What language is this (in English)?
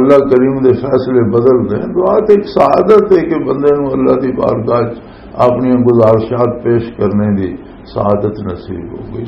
Western Panjabi